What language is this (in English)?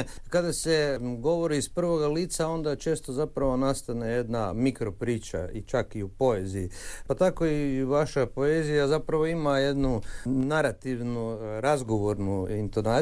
Croatian